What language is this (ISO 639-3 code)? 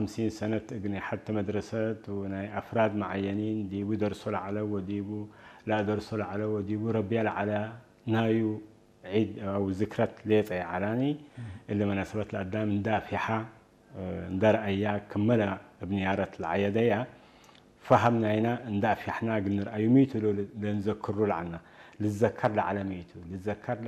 tig